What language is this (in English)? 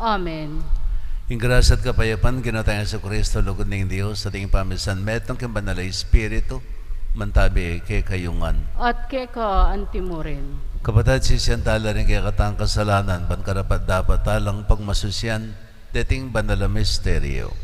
Pampanga